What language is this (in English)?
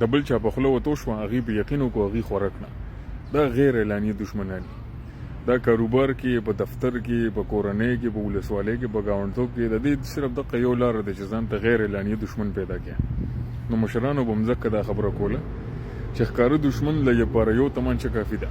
Pashto